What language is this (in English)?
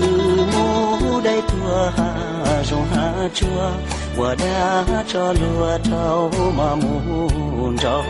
Hmong